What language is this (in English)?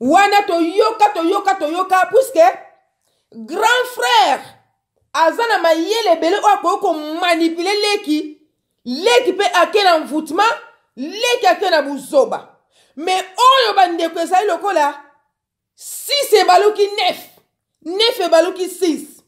Lingala